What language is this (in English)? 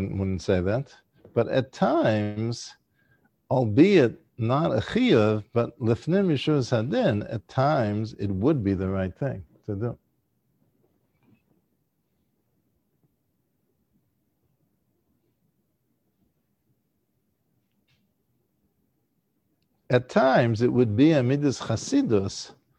English